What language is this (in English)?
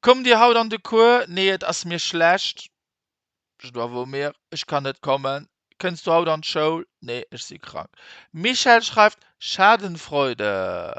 Luxembourgish